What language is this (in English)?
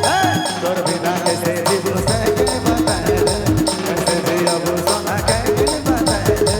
Sadri